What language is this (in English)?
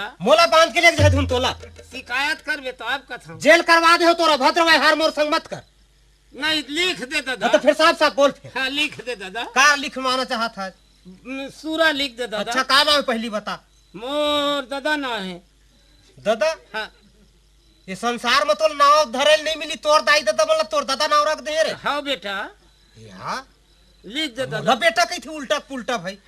Chhattisgarhi